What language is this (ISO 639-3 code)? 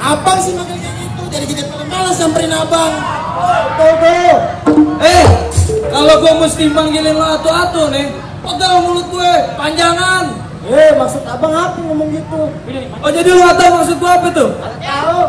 bew